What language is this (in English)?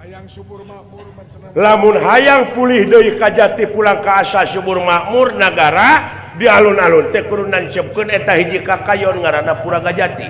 Sundanese